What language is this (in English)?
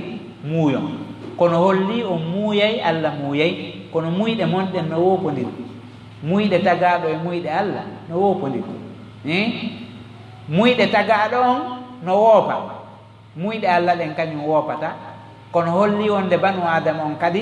Fula